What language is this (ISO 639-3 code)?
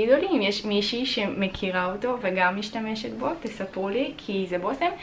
heb